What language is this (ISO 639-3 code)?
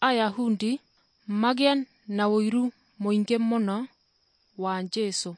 kik